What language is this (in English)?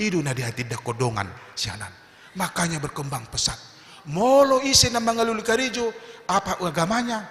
Batak Toba